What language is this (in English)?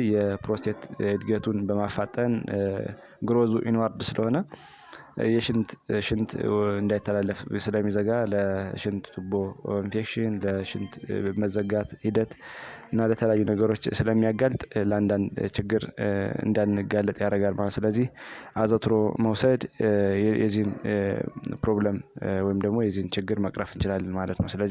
Amharic